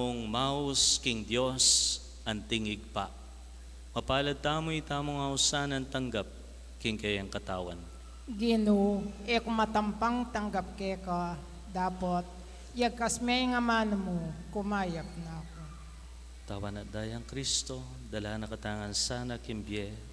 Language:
Pampanga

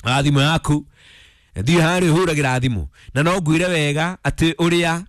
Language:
Kikuyu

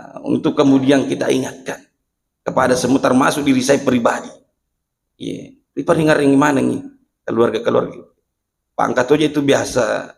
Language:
Buginese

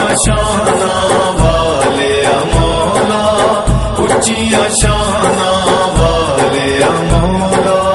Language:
Pahari-Potwari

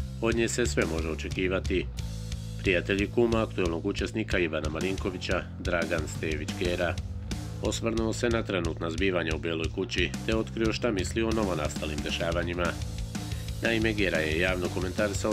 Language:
Serbian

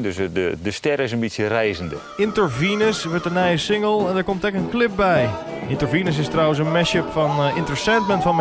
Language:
Western Frisian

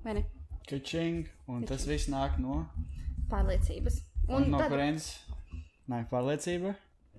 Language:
Latvian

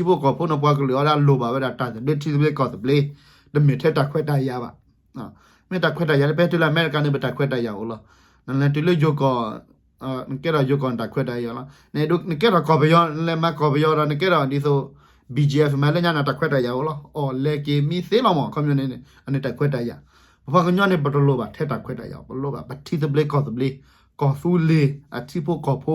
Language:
S'gaw Karen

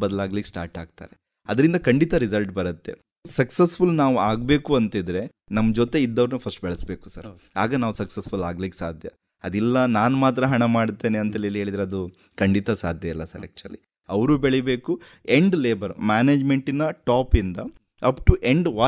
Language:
Kannada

